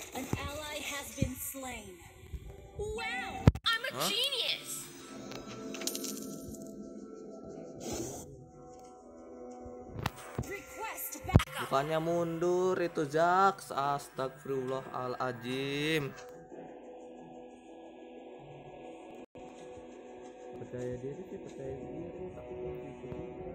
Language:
Indonesian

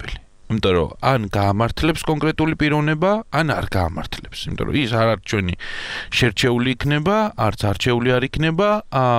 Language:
Georgian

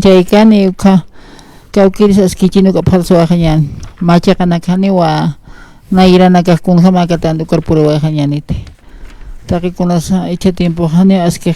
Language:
Aymara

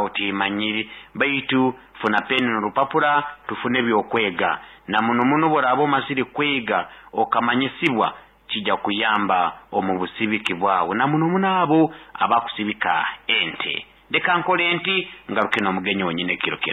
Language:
Nyoro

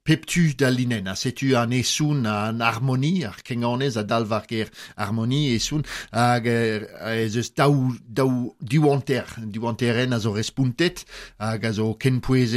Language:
Breton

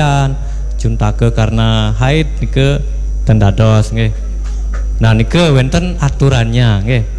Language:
Balinese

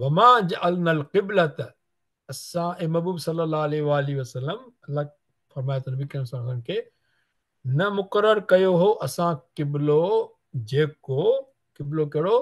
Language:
Sindhi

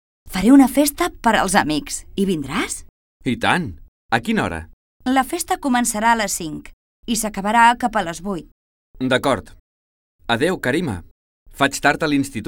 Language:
Catalan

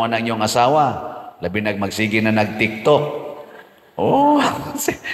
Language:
Cebuano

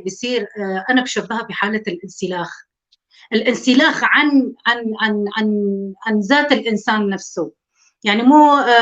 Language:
North Levantine Arabic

